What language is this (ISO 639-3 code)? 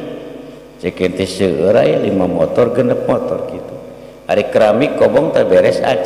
sun